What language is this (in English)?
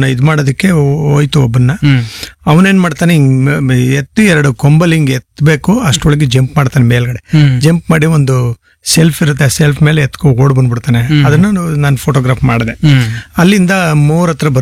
Kannada